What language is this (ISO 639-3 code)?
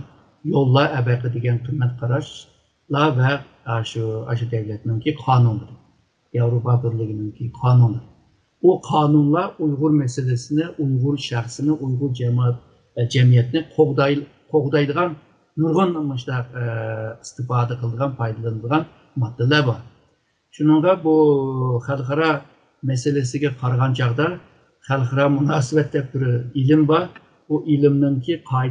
uig